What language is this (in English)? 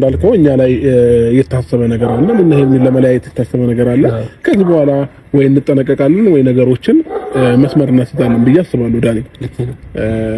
Amharic